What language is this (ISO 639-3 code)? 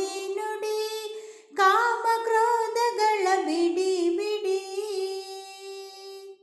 kan